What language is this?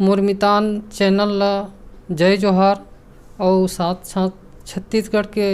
Chhattisgarhi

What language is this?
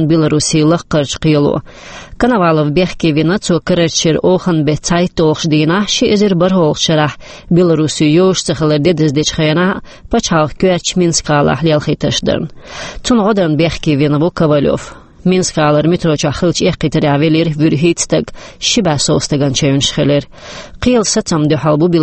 Chechen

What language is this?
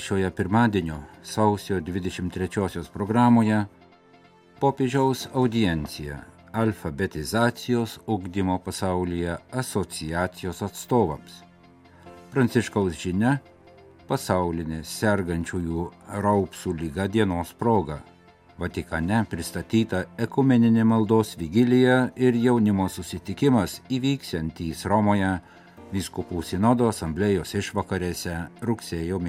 Lithuanian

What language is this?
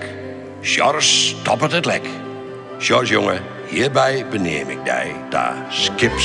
Western Frisian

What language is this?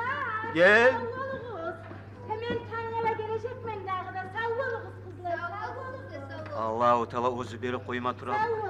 Kumyk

